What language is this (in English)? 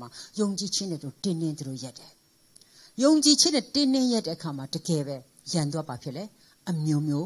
Burmese